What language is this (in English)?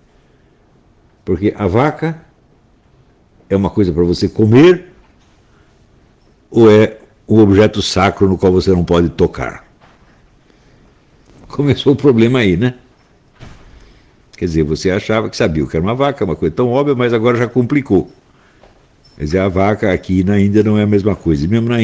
Portuguese